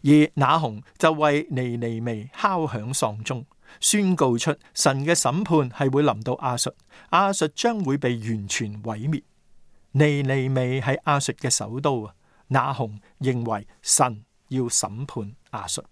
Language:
Cantonese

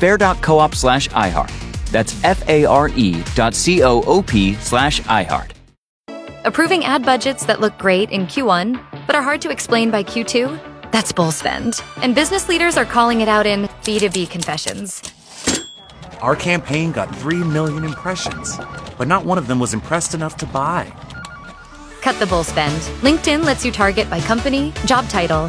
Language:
English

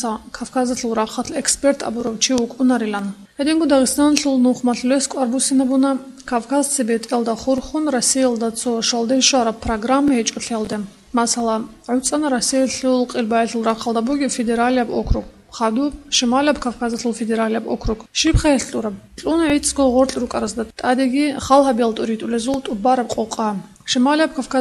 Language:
Avaric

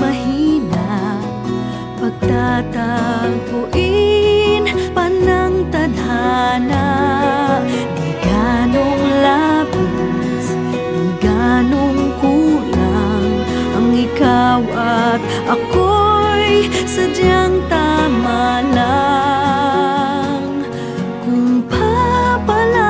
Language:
Filipino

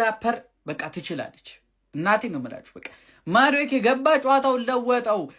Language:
Amharic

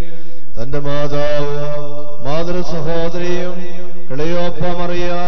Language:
Malayalam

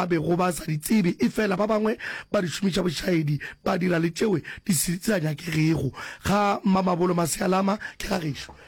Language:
Northern Sotho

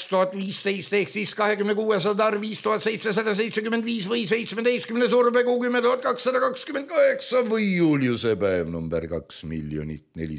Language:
Estonian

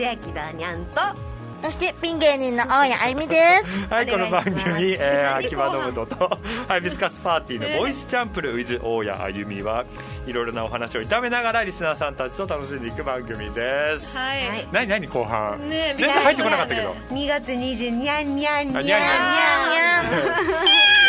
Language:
Japanese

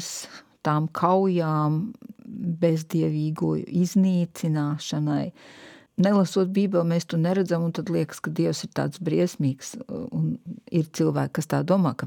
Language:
Latvian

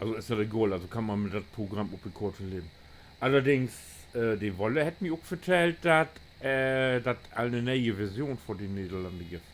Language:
Low German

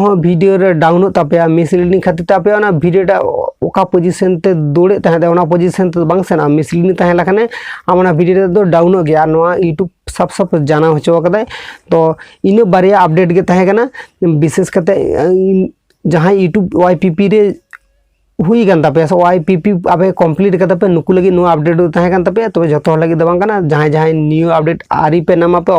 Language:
Santali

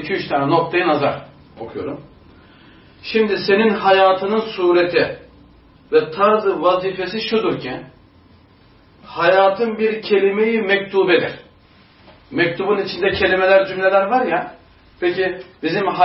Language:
Turkish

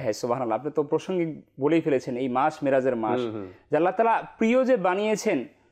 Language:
Bangla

